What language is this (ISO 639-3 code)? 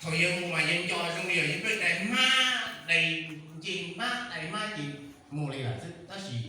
hmn